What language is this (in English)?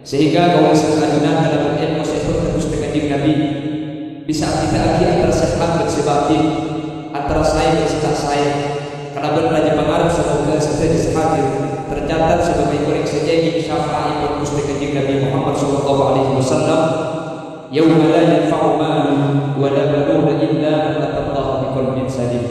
Madurese